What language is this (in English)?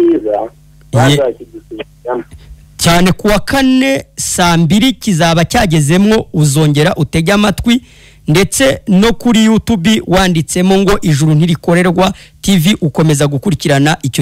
Kinyarwanda